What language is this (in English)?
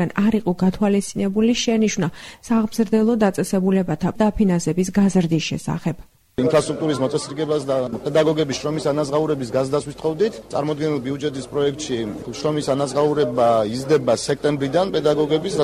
Georgian